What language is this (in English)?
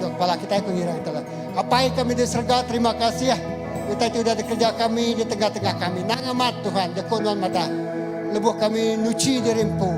Iban